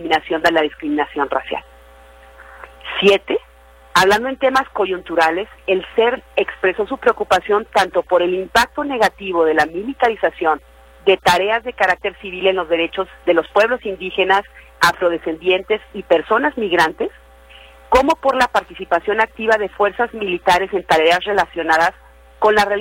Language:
Spanish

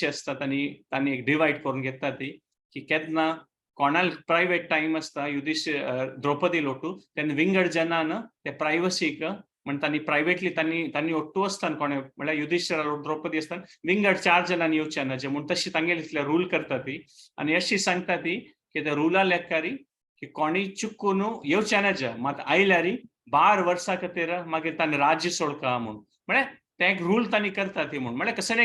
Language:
Konkani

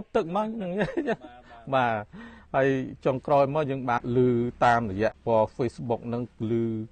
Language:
Khmer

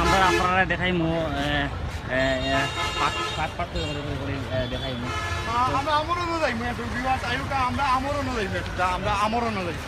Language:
Sylheti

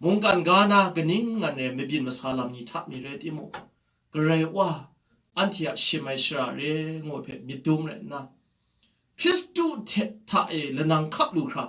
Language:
Kachin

